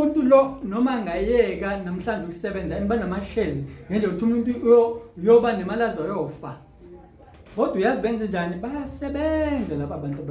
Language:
Zulu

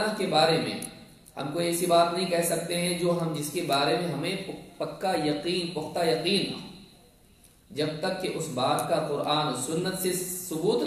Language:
Urdu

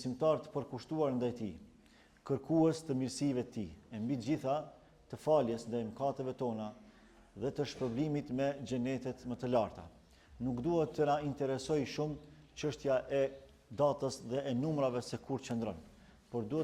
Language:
Albanian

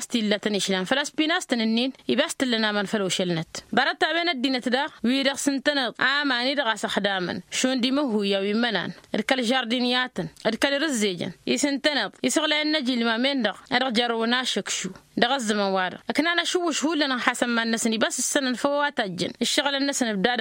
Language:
Tamasheq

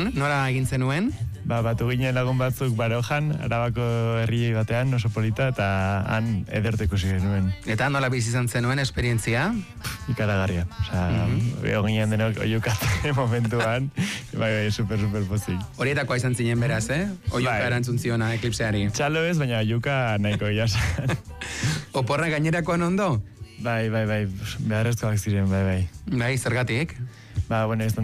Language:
Basque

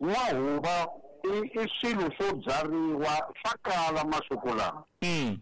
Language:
Tsonga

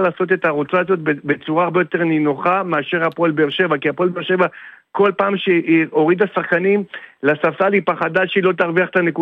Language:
Hebrew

